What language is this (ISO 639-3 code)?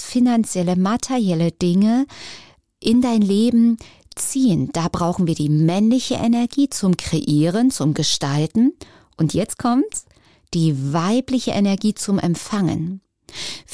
deu